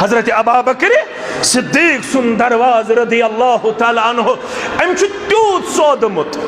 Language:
Kashmiri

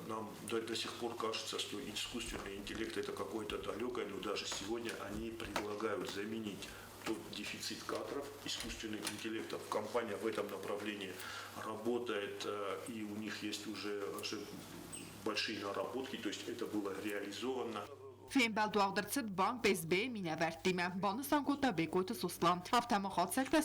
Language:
Ossetic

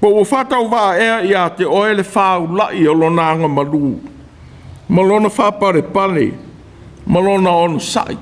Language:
Samoan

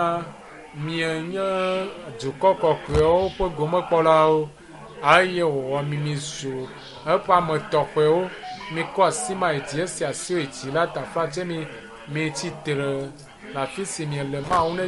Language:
Ewe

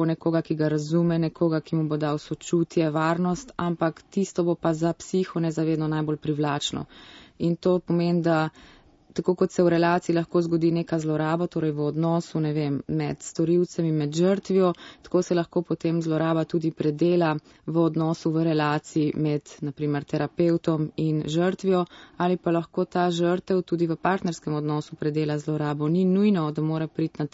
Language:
Slovenian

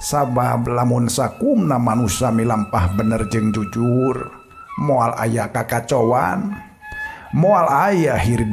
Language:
Sundanese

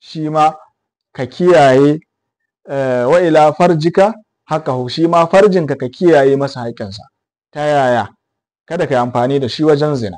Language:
Hausa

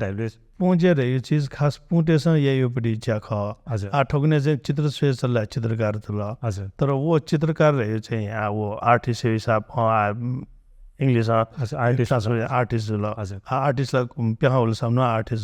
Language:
Newari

